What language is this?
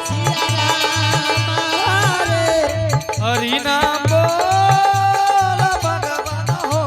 Angika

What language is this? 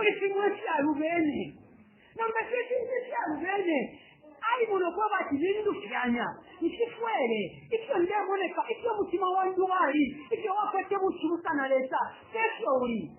Bemba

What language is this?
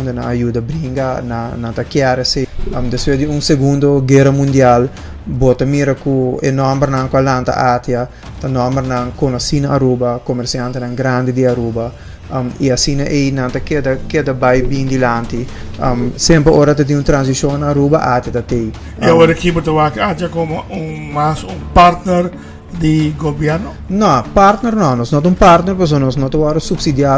Papiamento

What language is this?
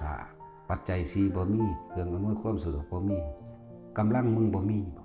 Northeastern Thai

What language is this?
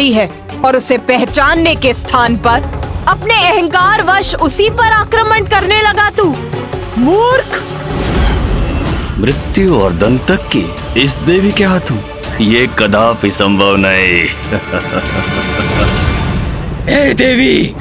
Hindi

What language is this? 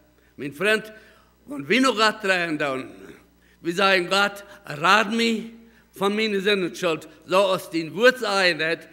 Plautdietsch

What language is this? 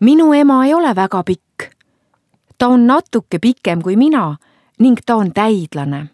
Estonian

